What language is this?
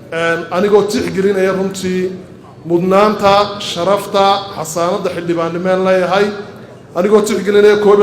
Somali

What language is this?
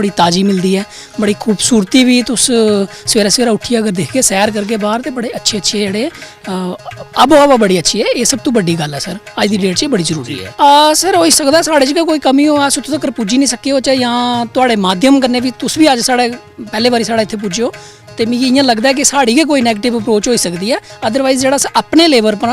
Dogri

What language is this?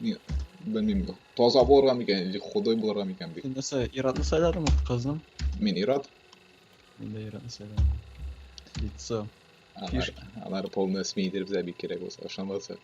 Tatar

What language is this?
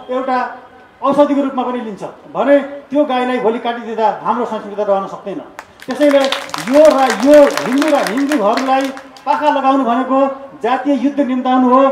Nepali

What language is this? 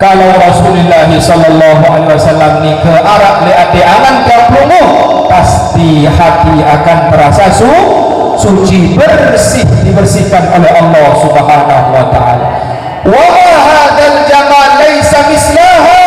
Sasak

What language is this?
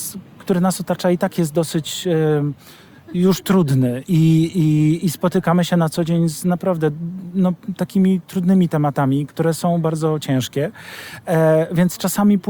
Polish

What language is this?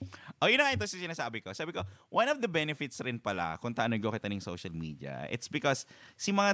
Bikol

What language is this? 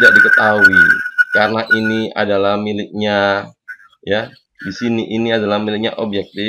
Indonesian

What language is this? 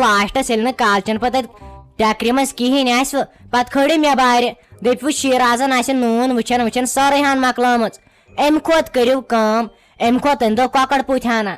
Kashmiri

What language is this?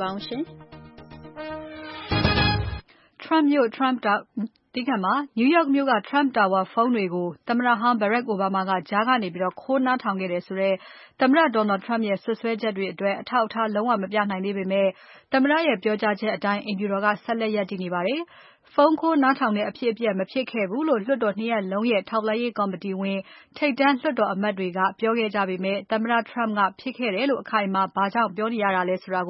Burmese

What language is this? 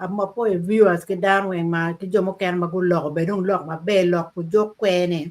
Acoli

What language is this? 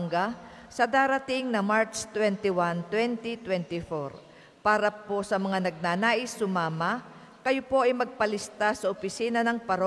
Filipino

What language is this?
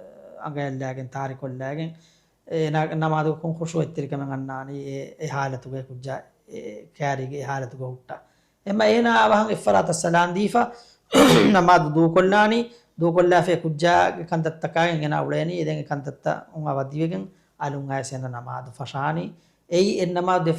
Divehi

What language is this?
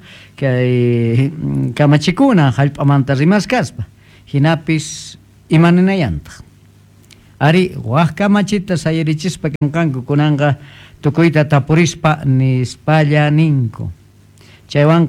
South Bolivian Quechua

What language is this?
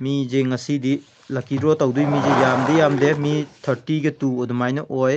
Manipuri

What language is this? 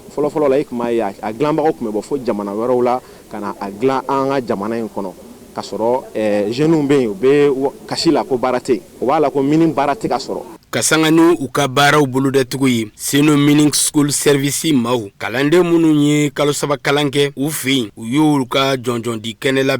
Bambara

